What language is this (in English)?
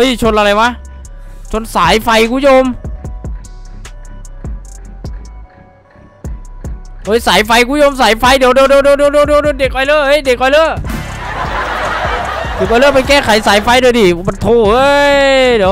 Thai